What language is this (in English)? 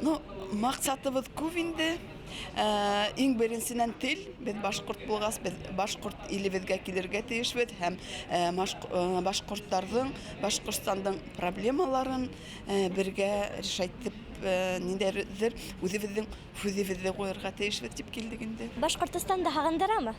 Bashkir